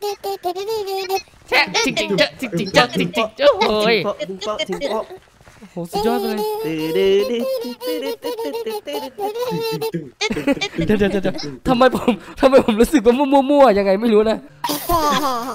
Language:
Thai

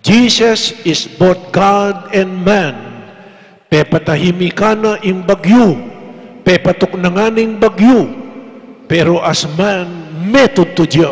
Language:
Pampanga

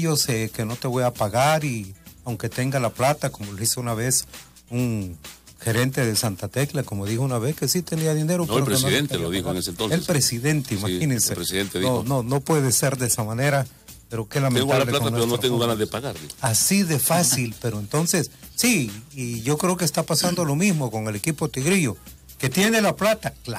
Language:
Spanish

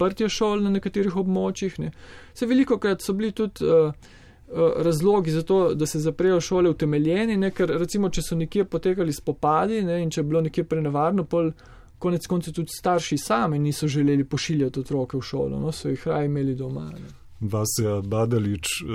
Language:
Slovenian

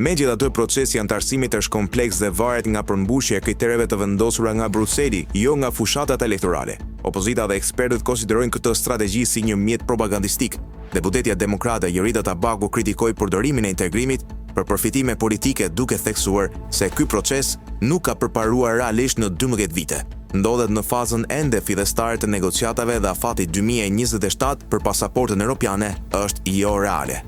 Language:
Albanian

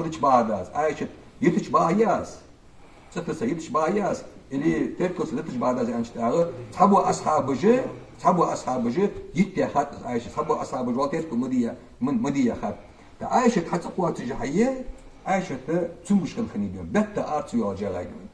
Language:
Ingush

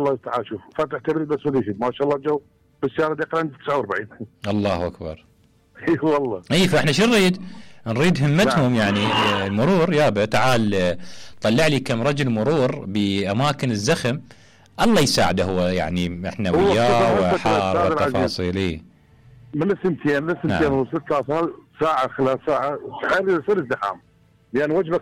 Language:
Mesopotamian Arabic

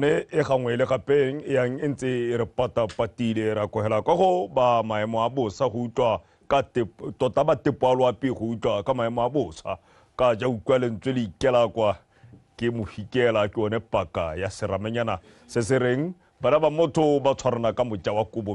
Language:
Tswana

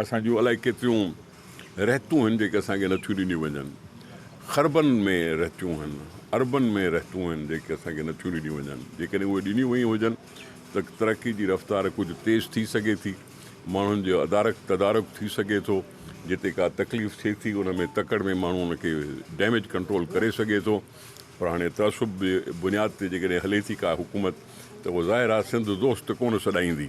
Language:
Sindhi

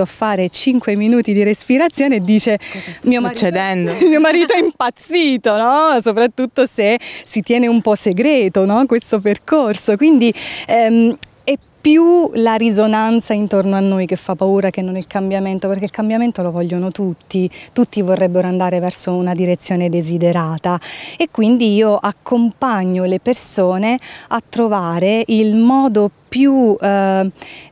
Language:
Italian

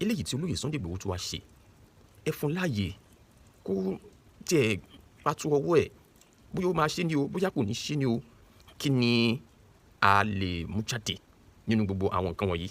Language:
Yoruba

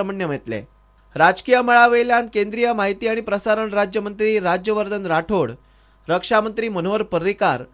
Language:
Konkani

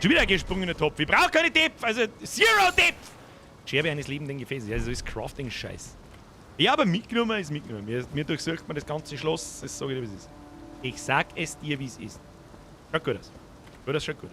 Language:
Bavarian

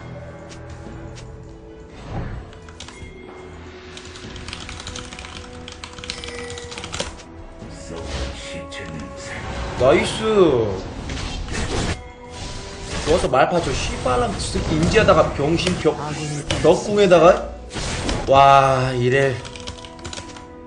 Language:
Korean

